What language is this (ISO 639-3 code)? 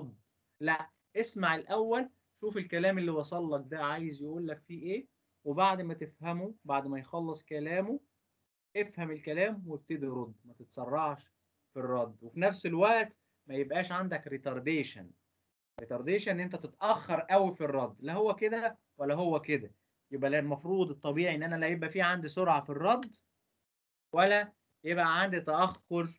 arz